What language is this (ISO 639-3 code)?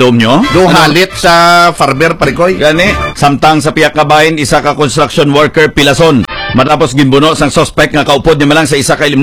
hil